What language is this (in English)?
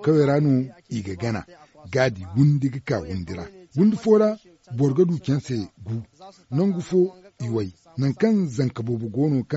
Zarma